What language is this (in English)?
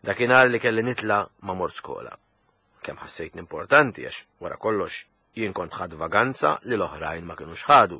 Maltese